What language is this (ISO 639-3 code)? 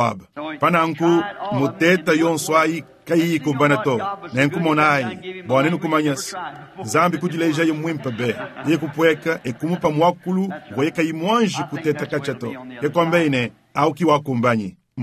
lua